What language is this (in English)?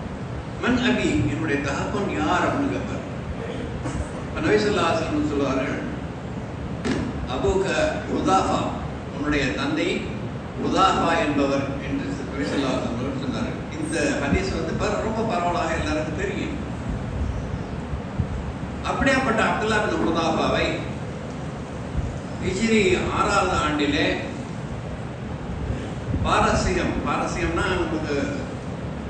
Tamil